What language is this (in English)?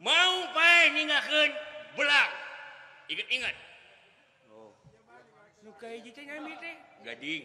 Sundanese